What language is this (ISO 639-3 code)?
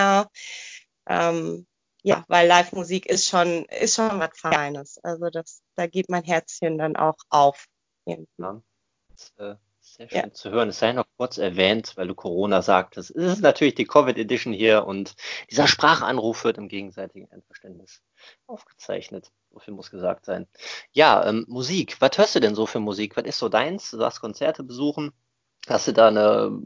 deu